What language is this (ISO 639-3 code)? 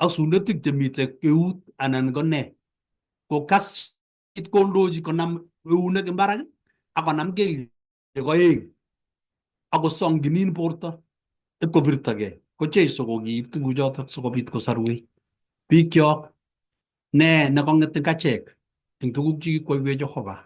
kln